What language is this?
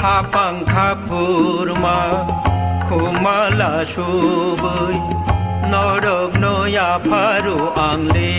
Kok Borok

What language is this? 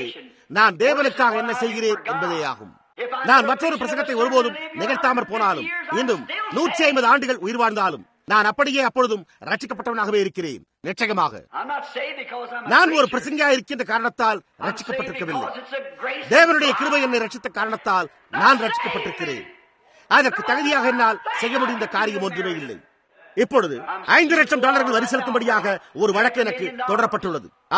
Tamil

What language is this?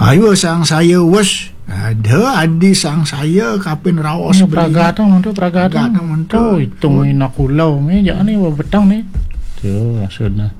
Balinese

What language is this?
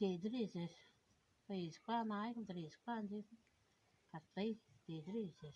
Tuvinian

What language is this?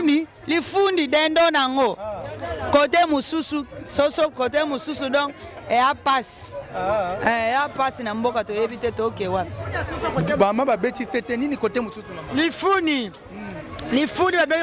Lingala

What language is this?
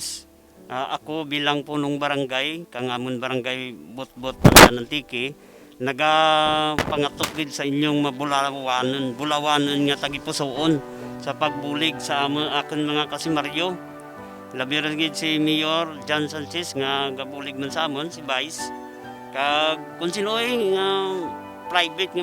Kinaray-a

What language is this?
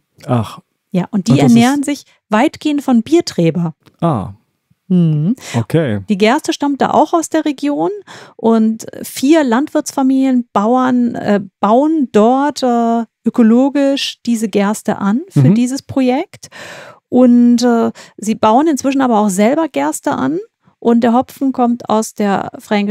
German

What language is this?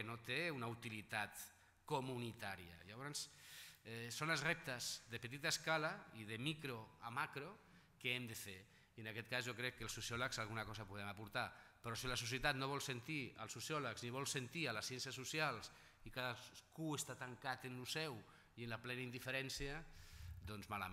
Catalan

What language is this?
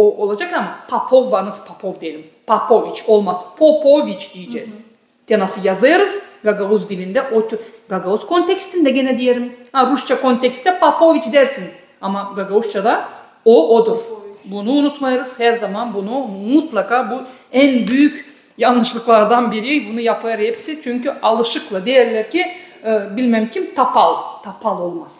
Gagauz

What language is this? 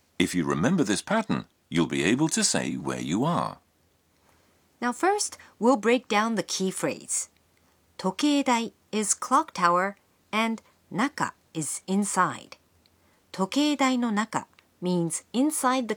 English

